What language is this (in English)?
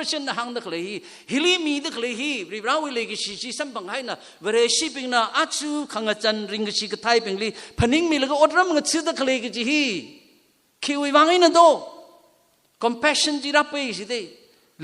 Tangkhul Naga (India)